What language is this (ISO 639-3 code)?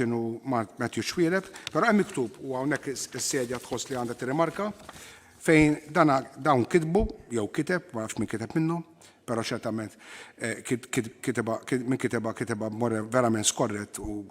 mlt